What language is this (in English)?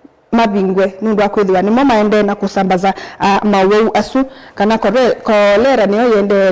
Kamba